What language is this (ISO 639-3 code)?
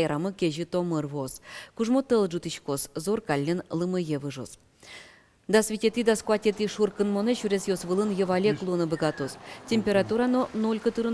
udm